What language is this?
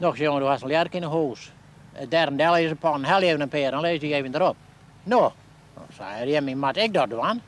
Western Frisian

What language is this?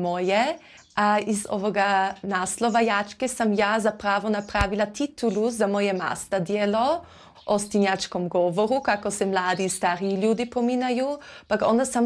Croatian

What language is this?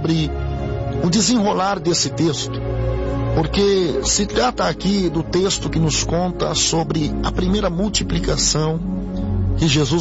Portuguese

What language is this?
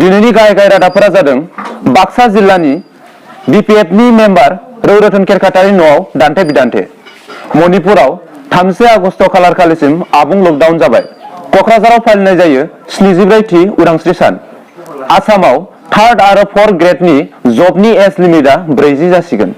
Bodo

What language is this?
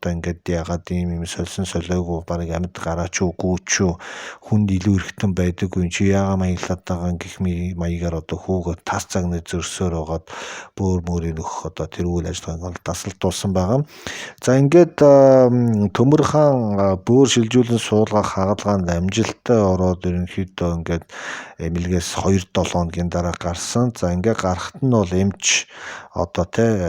Mongolian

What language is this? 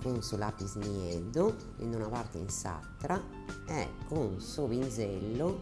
Sardinian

